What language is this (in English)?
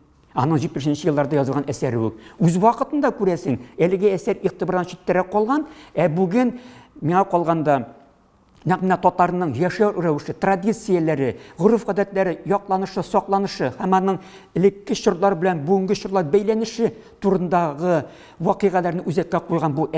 Tatar